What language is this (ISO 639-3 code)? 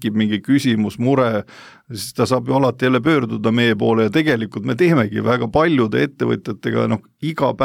est